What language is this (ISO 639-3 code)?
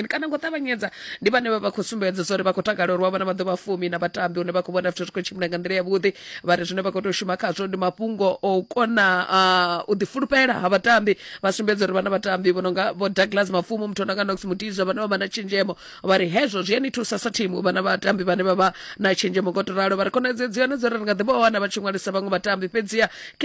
ven